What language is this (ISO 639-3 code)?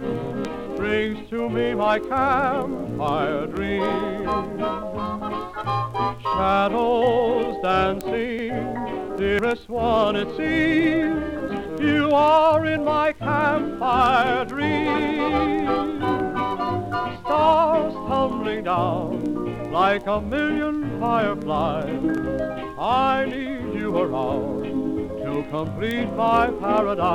eng